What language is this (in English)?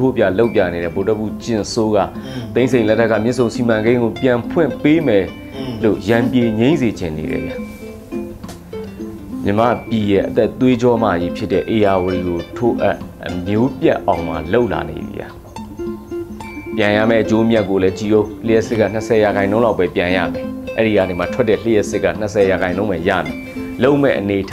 Burmese